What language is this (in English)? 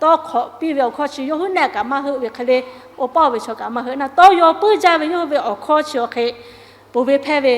Lahu